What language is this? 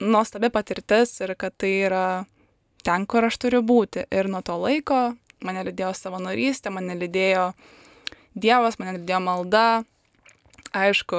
Lithuanian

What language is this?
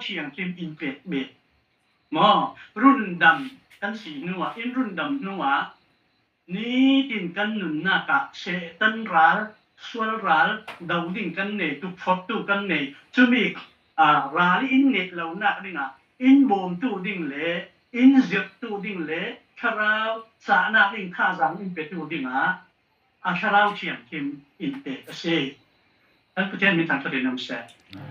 Falam Chin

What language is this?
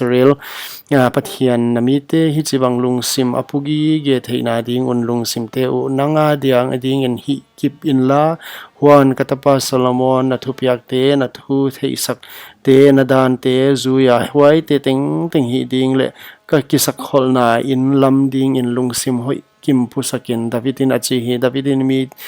Paite Chin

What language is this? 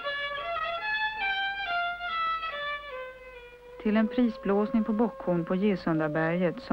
Swedish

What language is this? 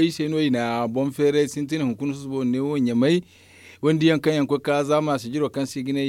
Zarma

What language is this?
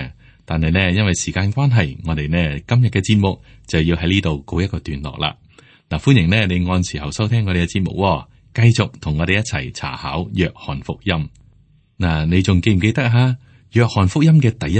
Cantonese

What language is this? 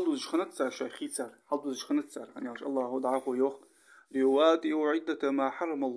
Ingush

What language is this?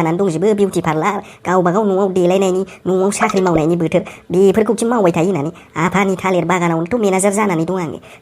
Bodo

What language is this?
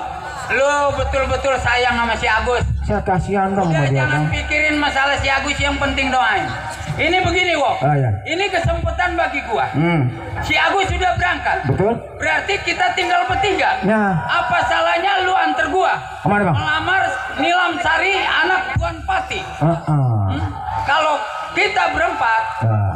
Betawi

